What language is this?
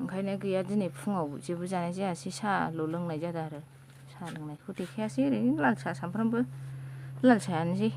Bodo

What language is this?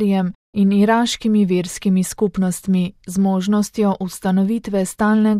Slovenian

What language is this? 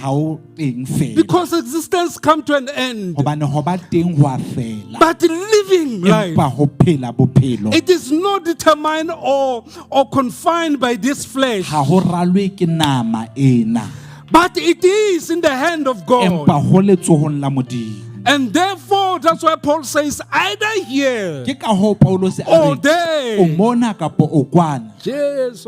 Southern Sotho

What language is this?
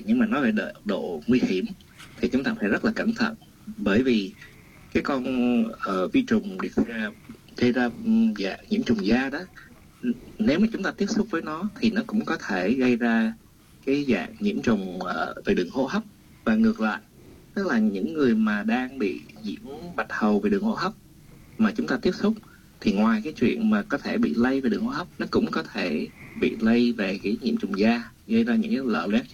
Vietnamese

